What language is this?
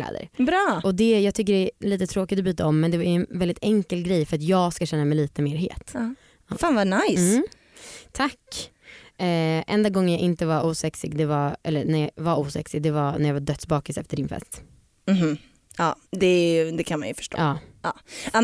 Swedish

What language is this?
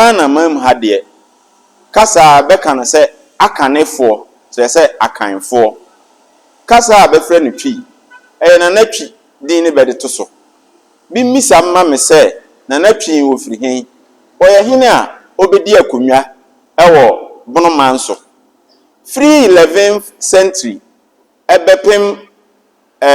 Akan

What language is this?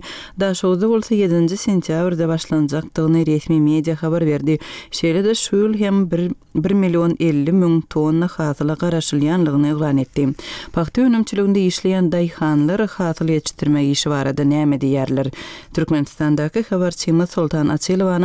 Turkmen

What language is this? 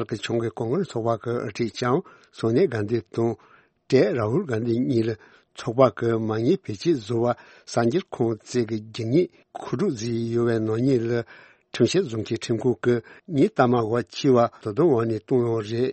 Tibetan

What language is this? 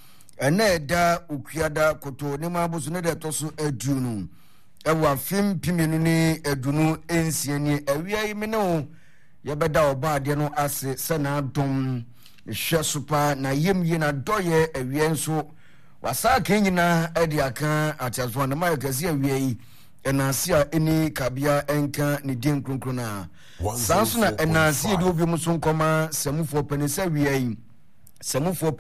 Akan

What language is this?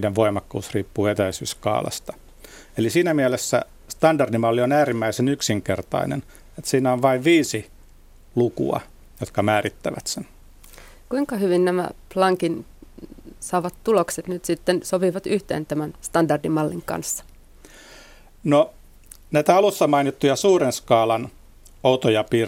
Finnish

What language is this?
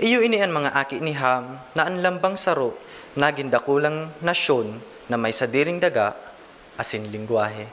Bikol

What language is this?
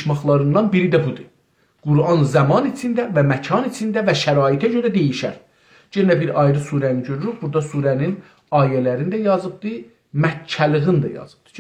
South Azerbaijani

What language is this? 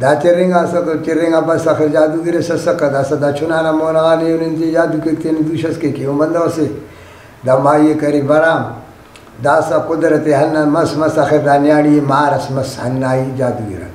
Brahui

